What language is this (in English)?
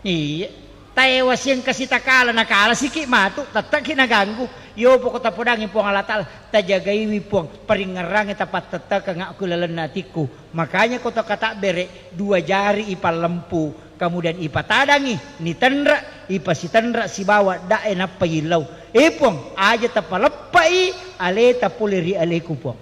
Buginese